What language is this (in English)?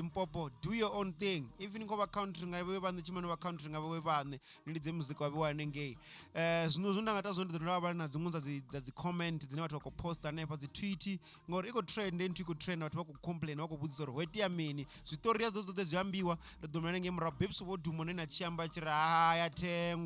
Venda